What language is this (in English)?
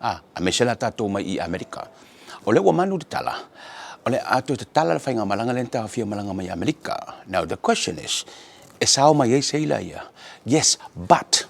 Samoan